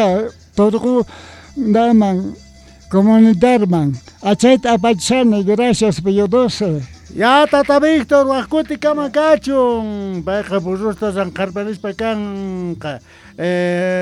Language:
Quechua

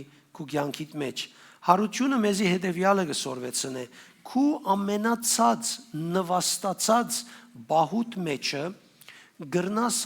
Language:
Western Armenian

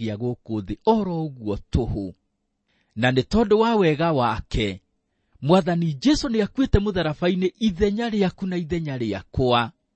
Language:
Kikuyu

